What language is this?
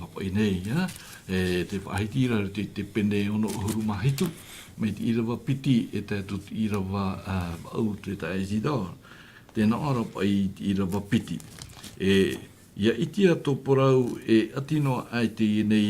Tahitian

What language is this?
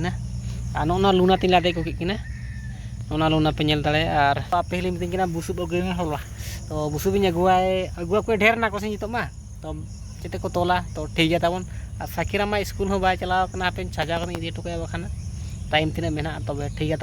Santali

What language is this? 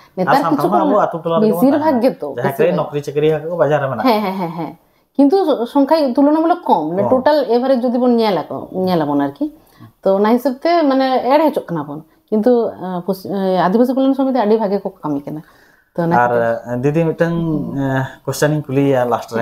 Santali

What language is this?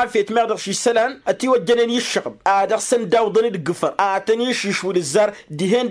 Tamasheq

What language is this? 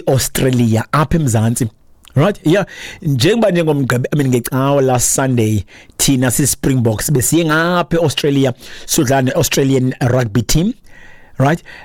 Xhosa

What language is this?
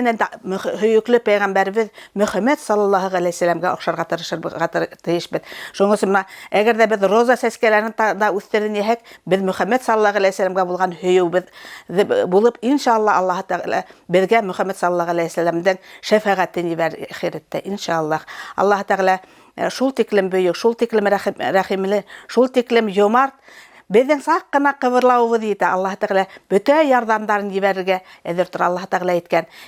Bashkir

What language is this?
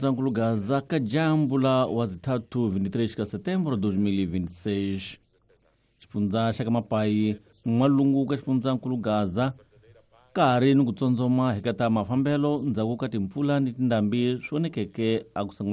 Tsonga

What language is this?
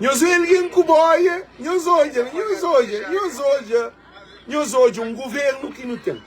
Kabuverdianu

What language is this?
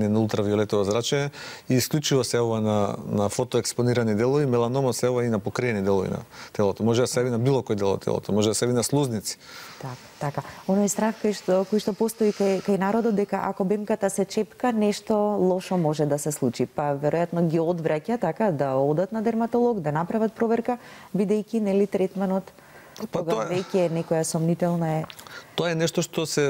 Macedonian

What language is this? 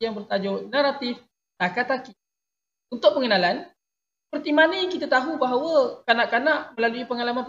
Malay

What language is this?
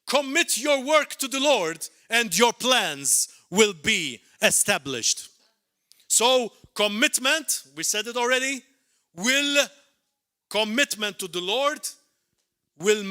English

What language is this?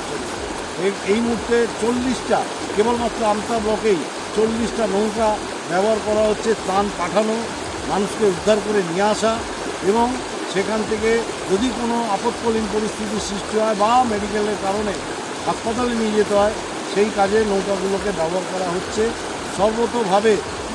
Bangla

